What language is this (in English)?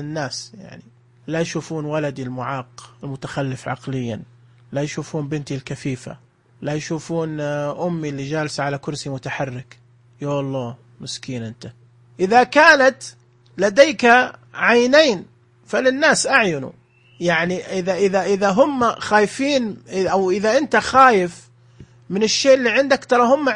Najdi Arabic